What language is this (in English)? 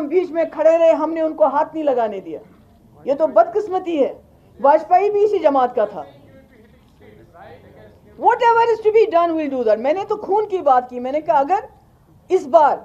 Urdu